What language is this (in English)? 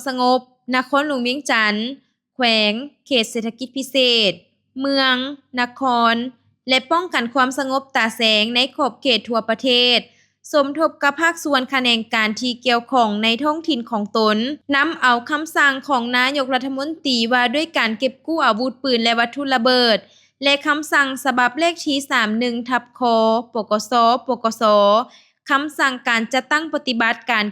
Lao